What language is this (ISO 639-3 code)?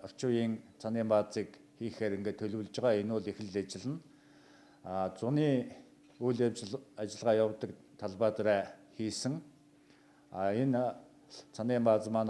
mon